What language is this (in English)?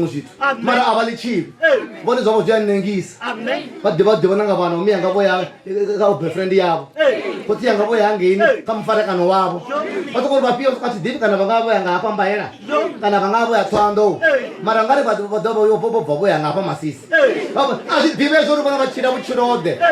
Venda